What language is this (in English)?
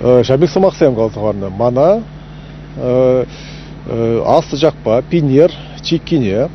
Chuvash